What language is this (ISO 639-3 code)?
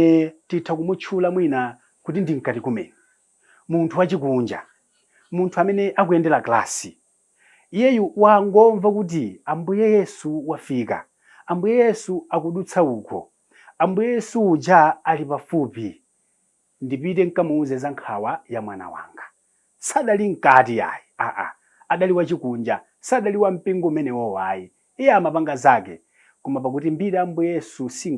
nya